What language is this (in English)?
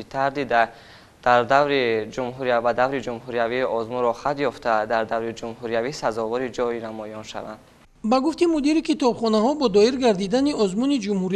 Tajik